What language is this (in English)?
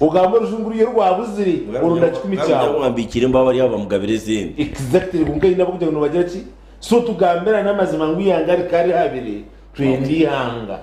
Nyankole